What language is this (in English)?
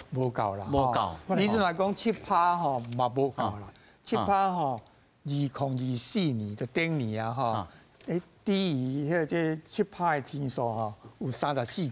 Min Nan Chinese